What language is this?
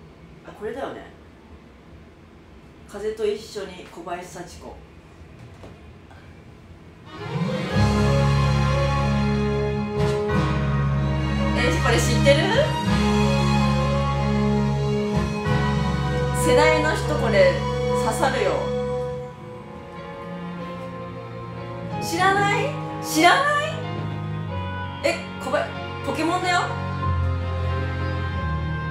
Japanese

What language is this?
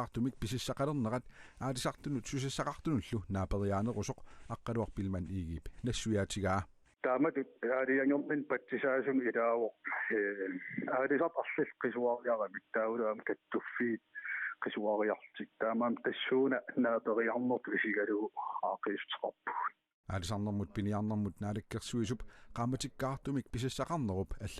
Kalaallisut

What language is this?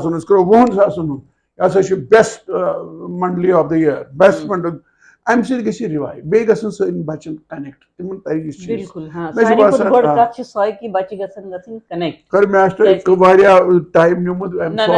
Kashmiri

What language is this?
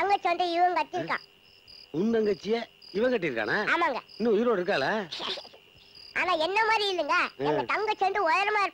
Tamil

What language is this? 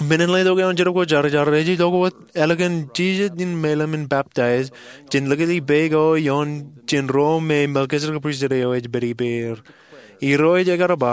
Marshallese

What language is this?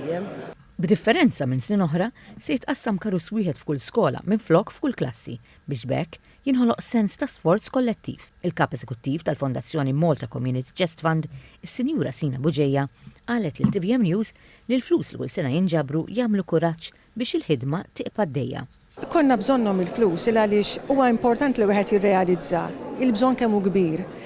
Maltese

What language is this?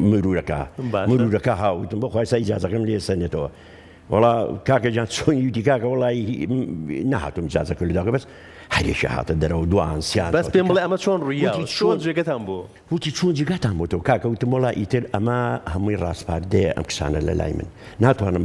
Central Kurdish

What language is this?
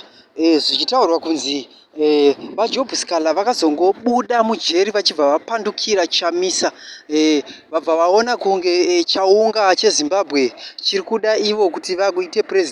Shona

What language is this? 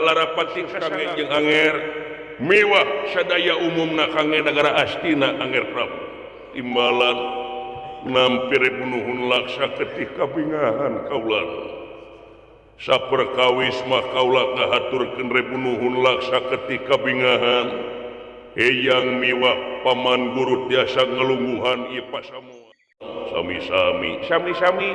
Sundanese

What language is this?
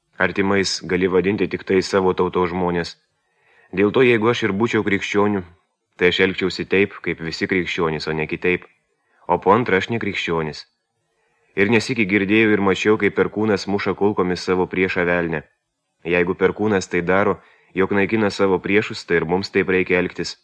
Lithuanian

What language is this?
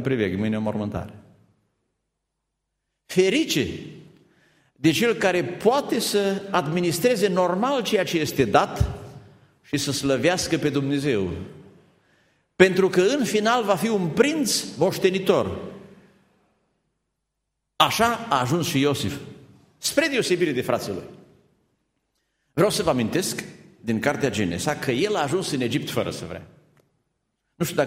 Romanian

